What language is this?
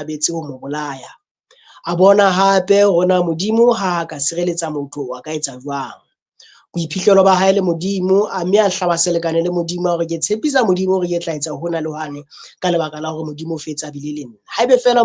Southern Sotho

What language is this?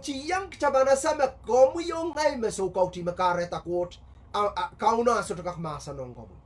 Pohnpeian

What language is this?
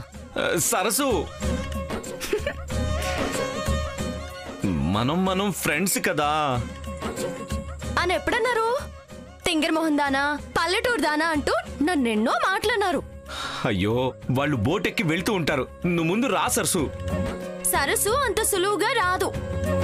Telugu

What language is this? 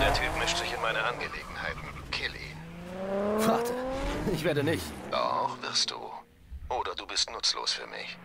Swiss German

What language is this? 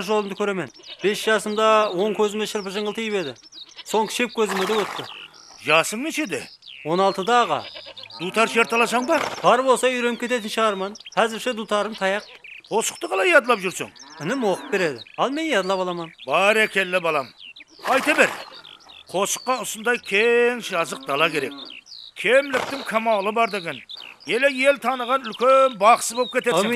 Kara-Kalpak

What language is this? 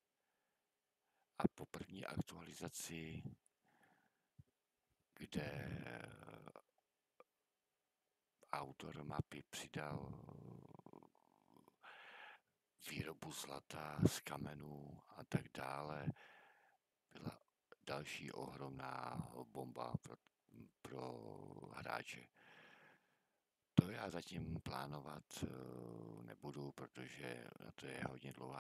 Czech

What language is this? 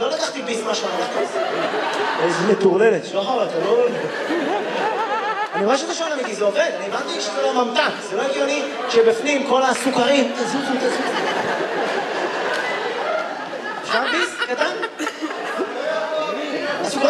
Hebrew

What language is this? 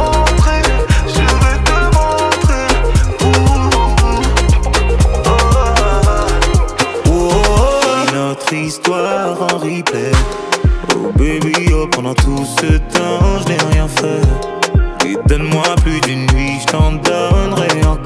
French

